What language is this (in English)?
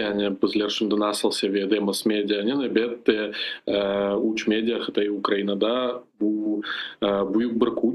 Crimean Tatar